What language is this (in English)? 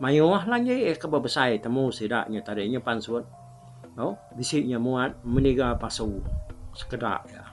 Iban